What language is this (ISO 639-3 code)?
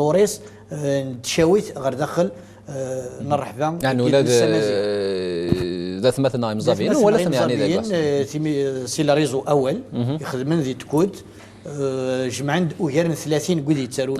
kab